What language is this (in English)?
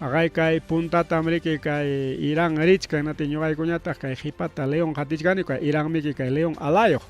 Ayacucho Quechua